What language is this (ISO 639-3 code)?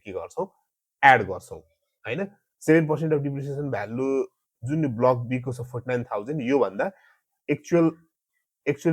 nep